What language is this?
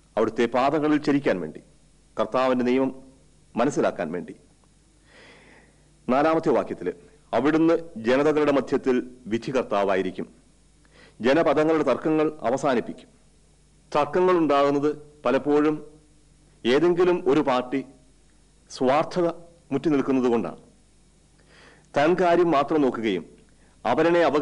Malayalam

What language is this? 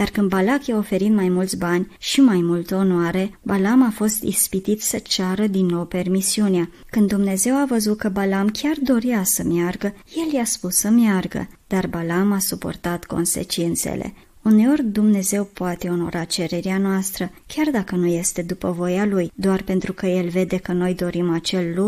Romanian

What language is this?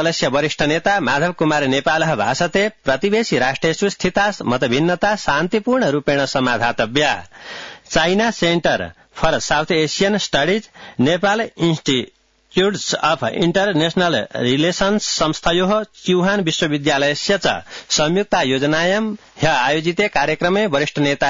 Sanskrit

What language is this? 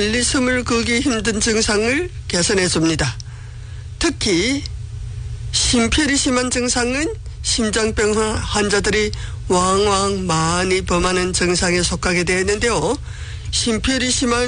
Korean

